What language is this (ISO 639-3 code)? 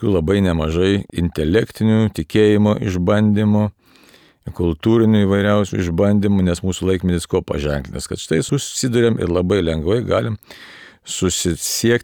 lit